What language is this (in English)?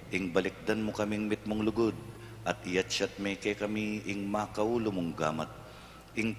Pampanga